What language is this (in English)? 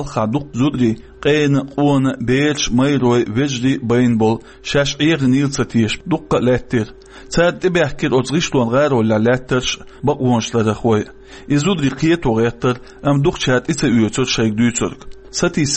Chechen